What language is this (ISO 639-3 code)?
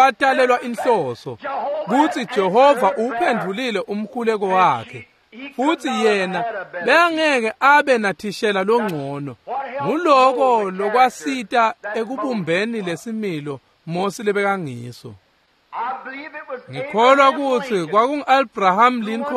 ssw